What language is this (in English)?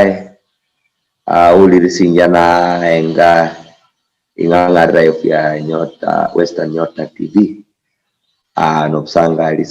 Luyia